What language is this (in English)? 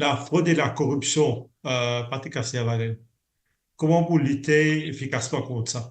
Morisyen